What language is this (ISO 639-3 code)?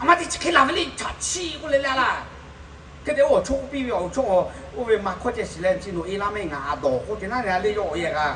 lhu